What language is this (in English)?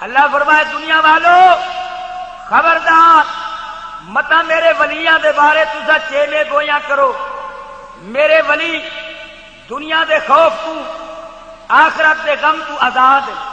Saraiki